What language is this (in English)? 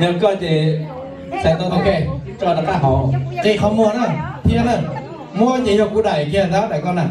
Hmong